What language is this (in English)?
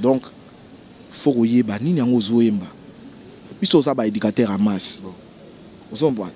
Lingala